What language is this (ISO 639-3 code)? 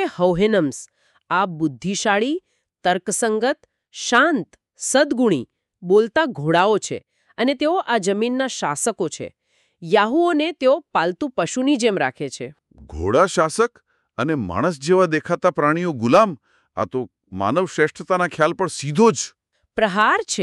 guj